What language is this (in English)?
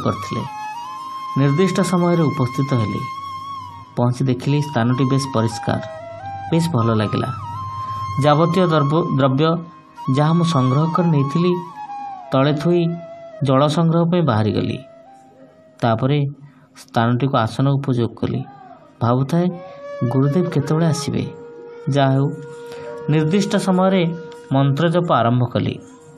Odia